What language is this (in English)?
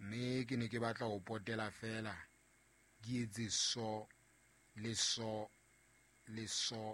Southern Sotho